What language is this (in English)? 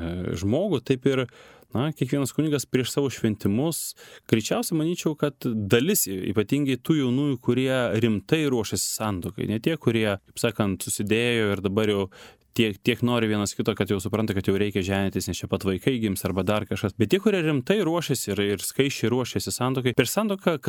Lithuanian